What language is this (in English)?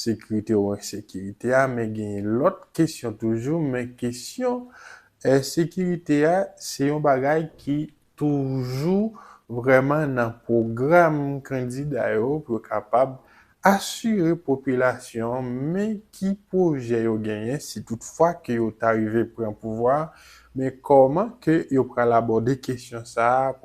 Haitian Creole